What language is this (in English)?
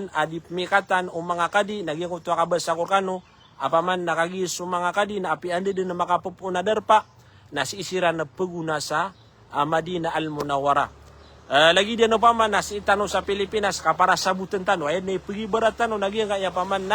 Maranao